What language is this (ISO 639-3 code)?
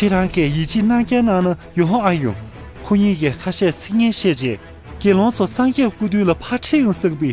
bod